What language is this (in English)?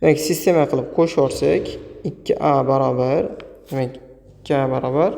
Uzbek